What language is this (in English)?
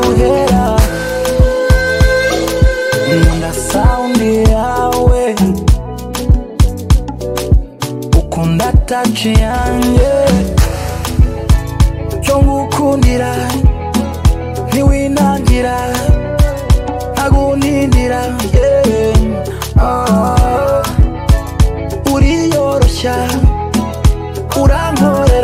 Kinyarwanda